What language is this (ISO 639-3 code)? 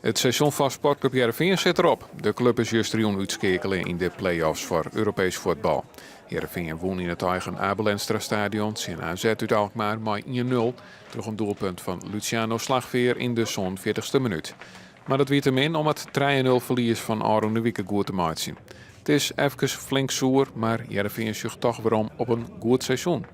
fry